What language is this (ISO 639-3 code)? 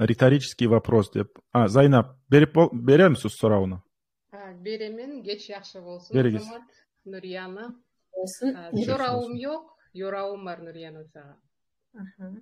kum